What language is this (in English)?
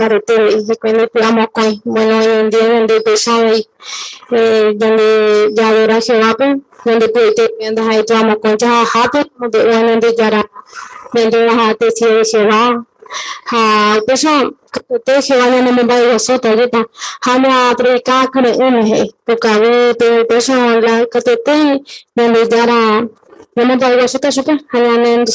Guarani